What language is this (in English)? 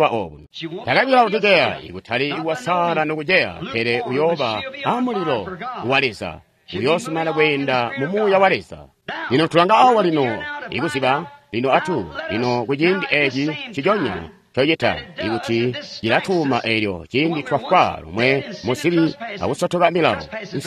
Tonga (Zambia)